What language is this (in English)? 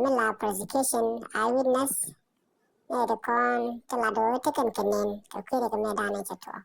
Nuer